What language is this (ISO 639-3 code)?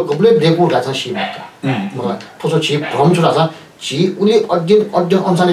new